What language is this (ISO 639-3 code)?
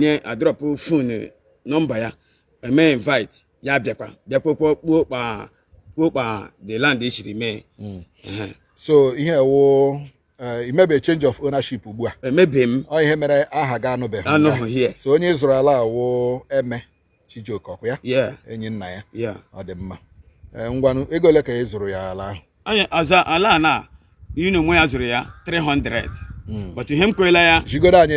ibo